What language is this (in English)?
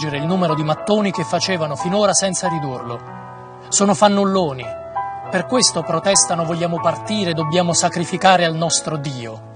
Italian